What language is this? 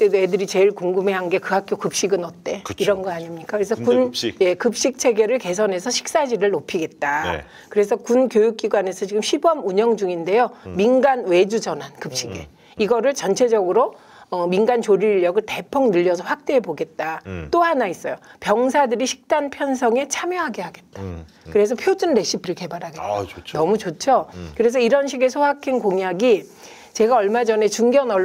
Korean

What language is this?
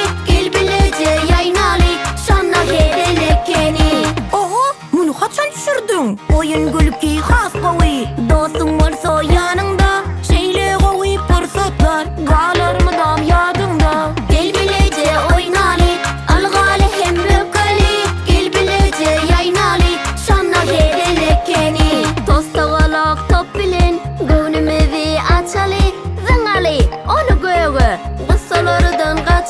Turkmen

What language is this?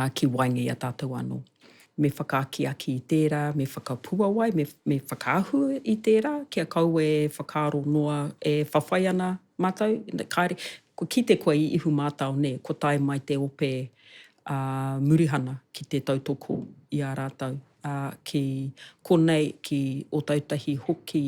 Māori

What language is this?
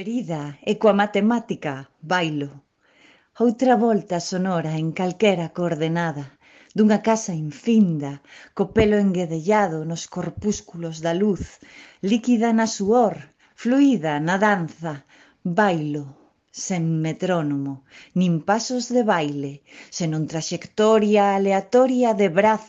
Galician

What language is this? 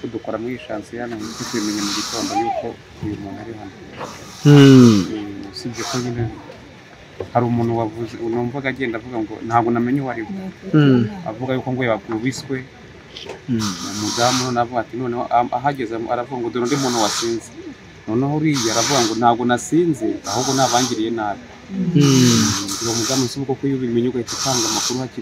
Kinyarwanda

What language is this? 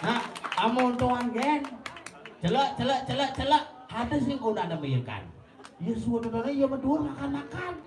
Balinese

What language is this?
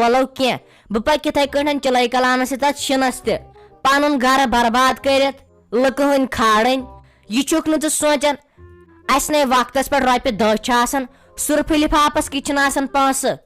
Kashmiri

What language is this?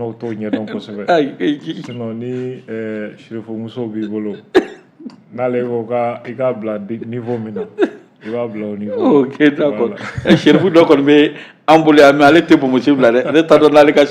Bambara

